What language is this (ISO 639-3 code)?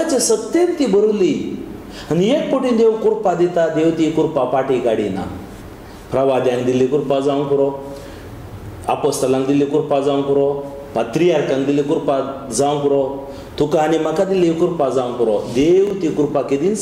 kok